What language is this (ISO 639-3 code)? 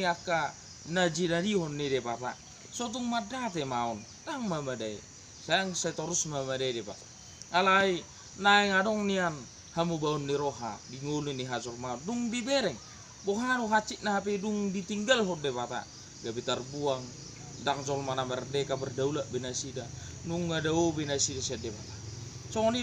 bbc